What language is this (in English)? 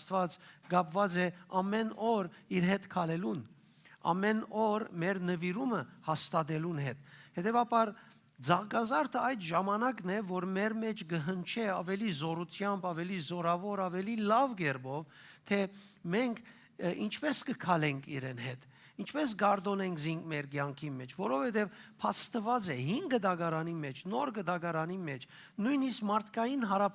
Western Armenian